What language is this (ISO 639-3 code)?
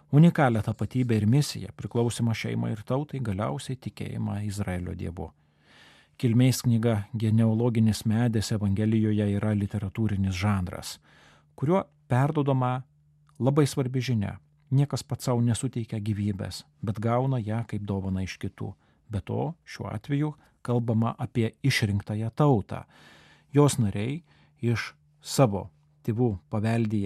lit